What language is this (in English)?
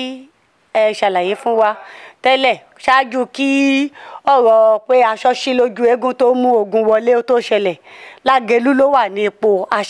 Yoruba